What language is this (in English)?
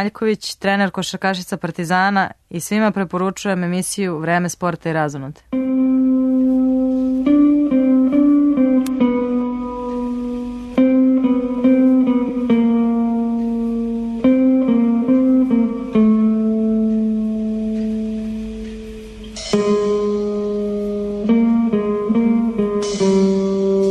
Serbian